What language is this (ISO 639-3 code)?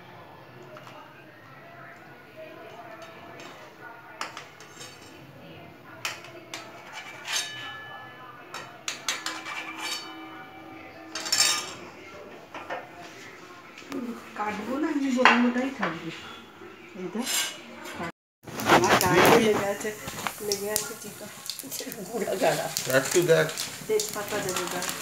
ben